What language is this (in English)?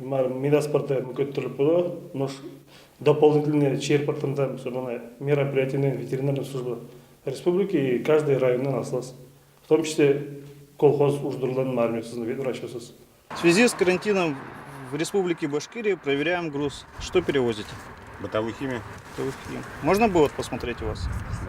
Udmurt